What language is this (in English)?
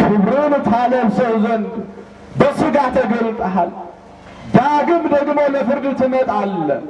Amharic